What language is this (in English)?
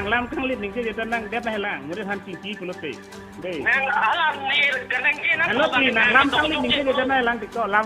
Karbi